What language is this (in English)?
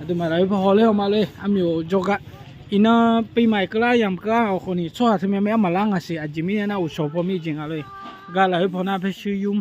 Akha